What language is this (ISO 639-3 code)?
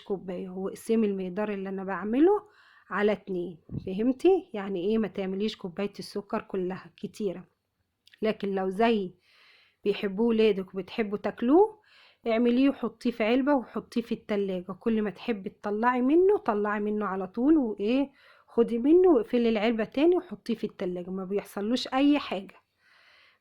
arz